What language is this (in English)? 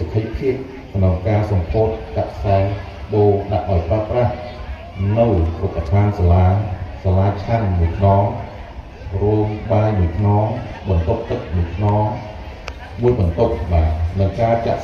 Khmer